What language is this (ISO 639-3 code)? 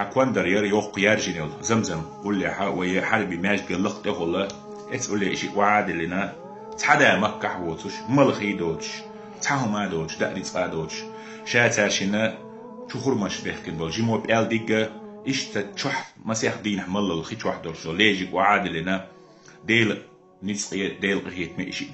che